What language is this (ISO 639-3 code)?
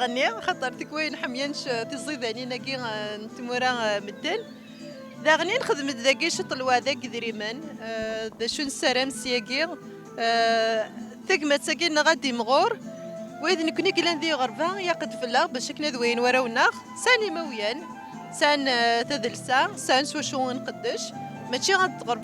kab